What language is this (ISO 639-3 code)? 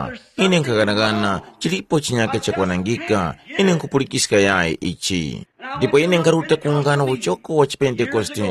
tum